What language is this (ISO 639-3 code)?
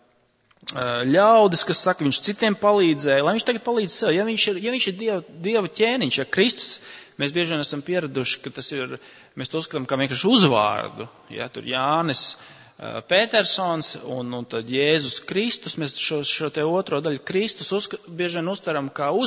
lav